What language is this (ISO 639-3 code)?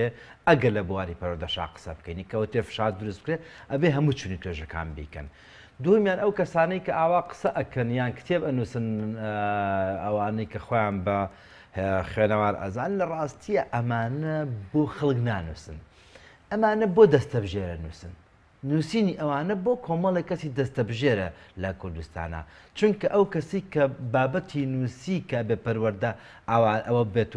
ckb